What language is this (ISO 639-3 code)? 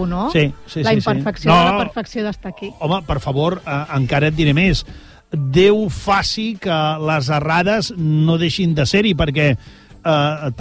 cat